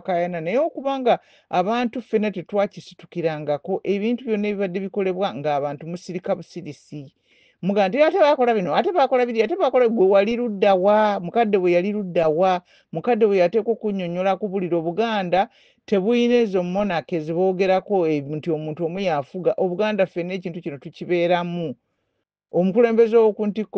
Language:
Ganda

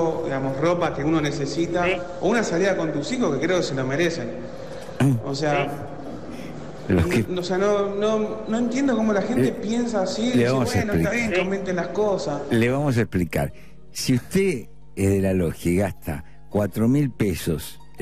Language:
Spanish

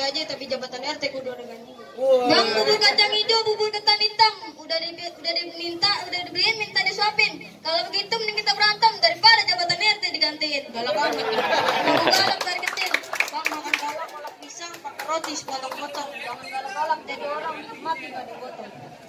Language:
Betawi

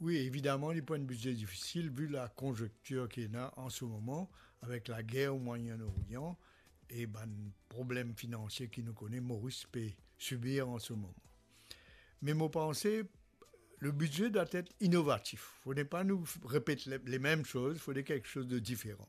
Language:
Morisyen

